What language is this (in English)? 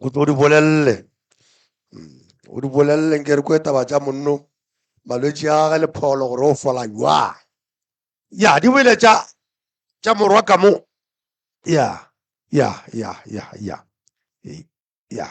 Northern Sotho